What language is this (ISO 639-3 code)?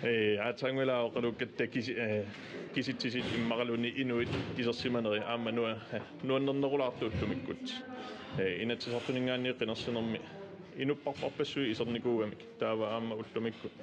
kal